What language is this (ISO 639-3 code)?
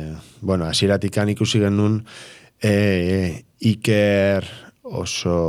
eus